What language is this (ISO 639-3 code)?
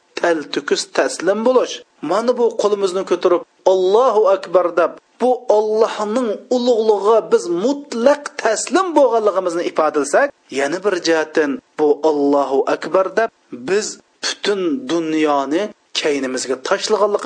uig